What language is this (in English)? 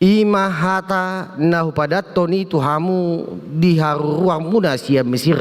Batak Toba